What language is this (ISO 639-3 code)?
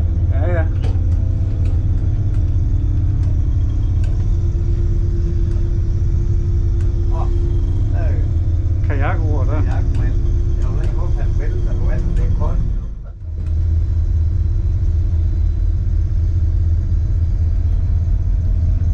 dan